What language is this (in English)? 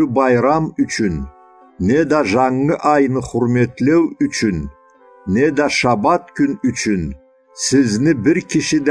Karachay-Balkar